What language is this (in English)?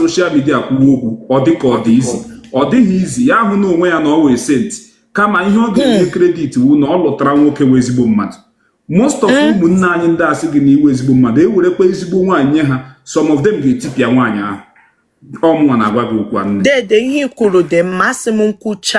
Igbo